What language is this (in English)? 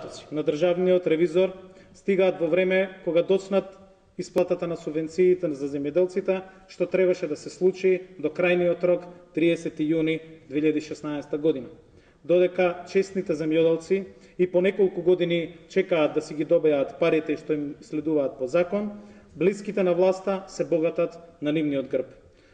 Macedonian